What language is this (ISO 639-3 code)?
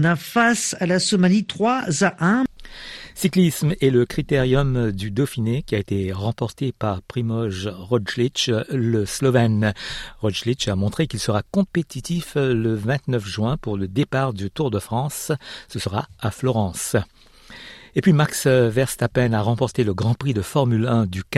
fra